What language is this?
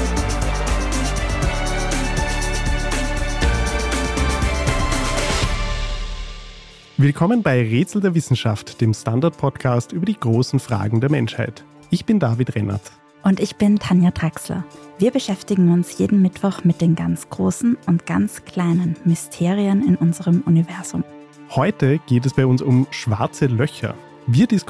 German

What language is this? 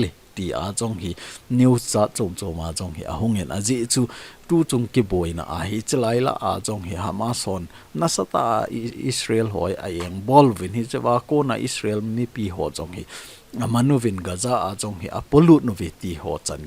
Thado Chin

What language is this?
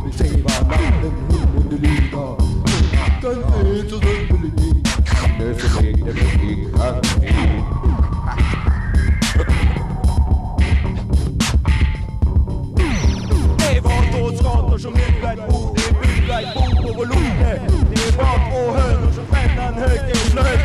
Swedish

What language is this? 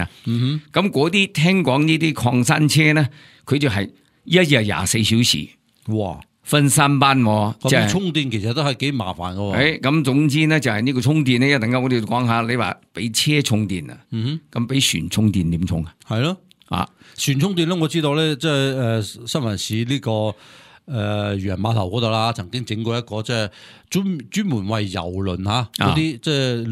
Cantonese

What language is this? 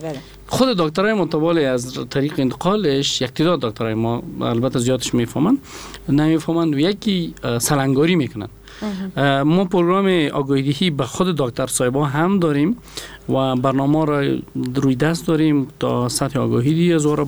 Persian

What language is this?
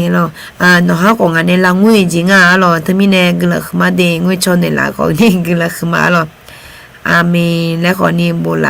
Akha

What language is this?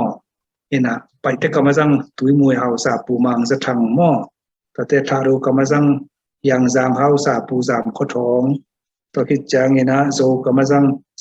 Tedim Chin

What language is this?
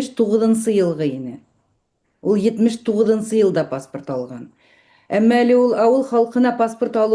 Bashkir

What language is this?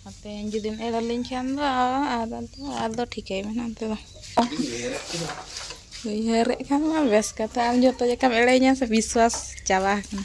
Santali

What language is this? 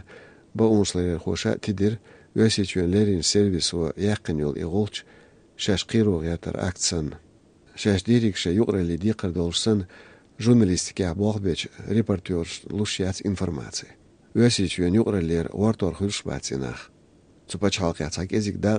Chechen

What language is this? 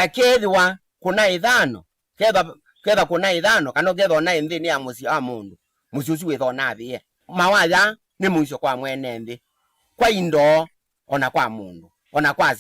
Kamba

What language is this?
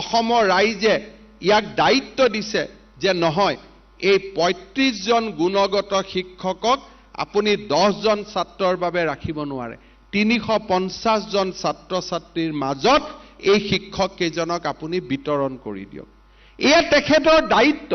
Assamese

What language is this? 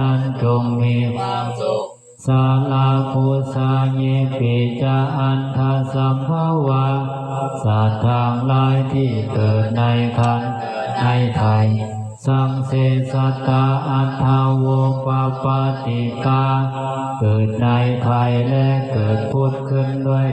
Pali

